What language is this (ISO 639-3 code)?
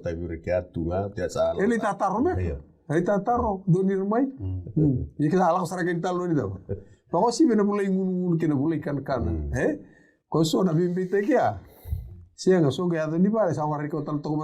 fij